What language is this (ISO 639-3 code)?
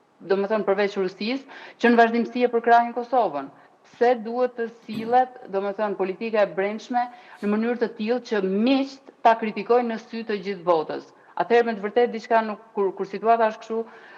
sqi